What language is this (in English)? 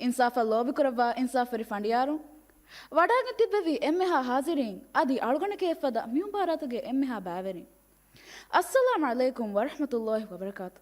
Divehi